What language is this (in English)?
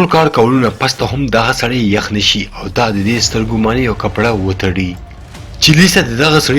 Pashto